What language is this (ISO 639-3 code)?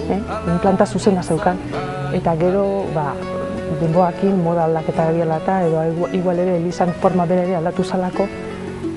eus